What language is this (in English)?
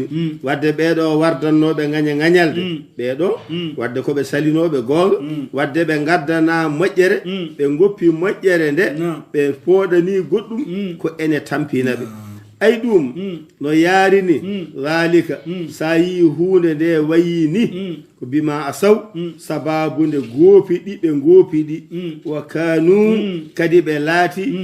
Fula